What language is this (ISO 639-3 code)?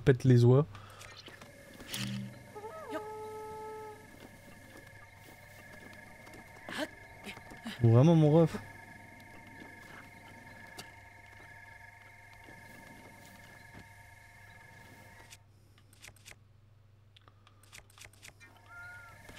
fra